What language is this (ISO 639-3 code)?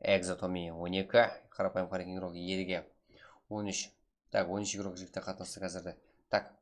kaa